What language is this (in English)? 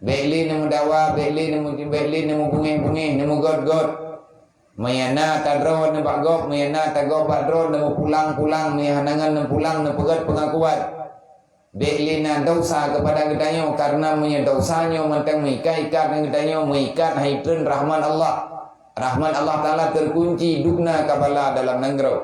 Achinese